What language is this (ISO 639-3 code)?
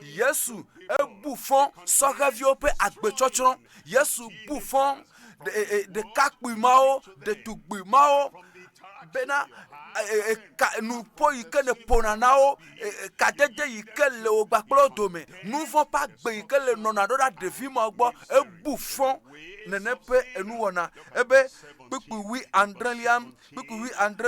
ewe